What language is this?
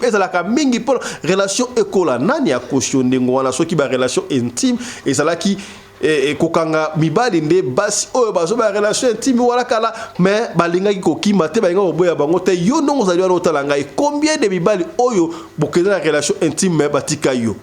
Lingala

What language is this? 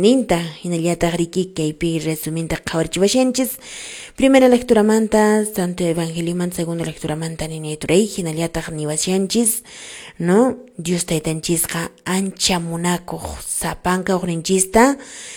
Quechua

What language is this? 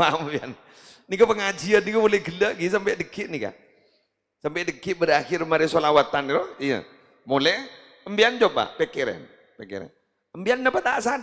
Madurese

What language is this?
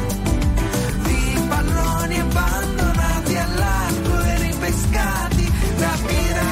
Italian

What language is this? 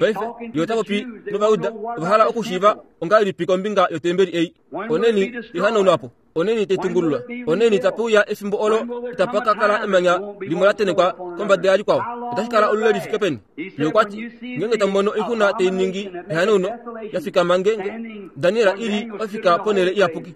Kuanyama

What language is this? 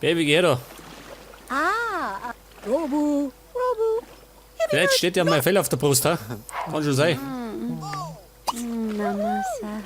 Bavarian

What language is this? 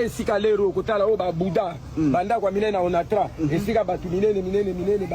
Lingala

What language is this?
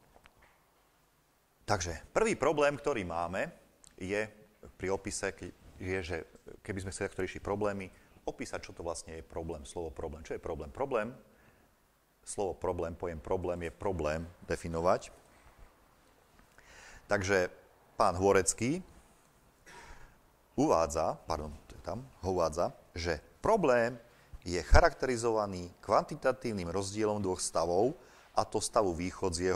Slovak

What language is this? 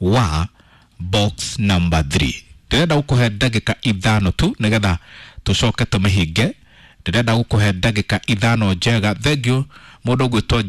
Kikuyu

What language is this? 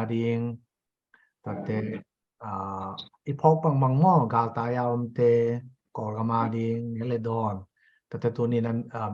Tedim Chin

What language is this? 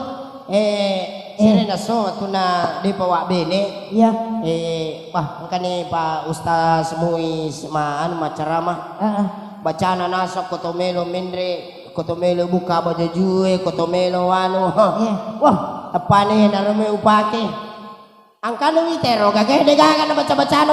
Buginese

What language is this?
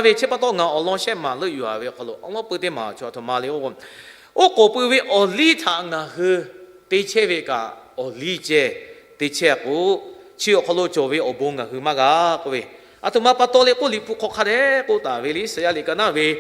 Lahu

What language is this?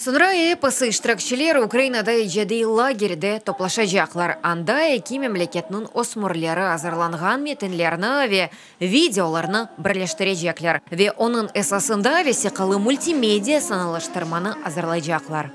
Crimean Tatar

